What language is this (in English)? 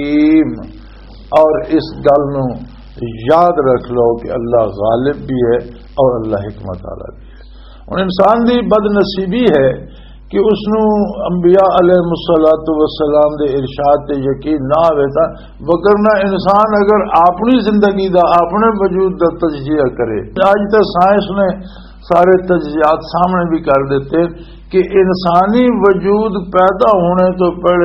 Western Panjabi